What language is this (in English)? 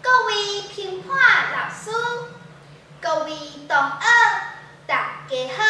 Min Nan Chinese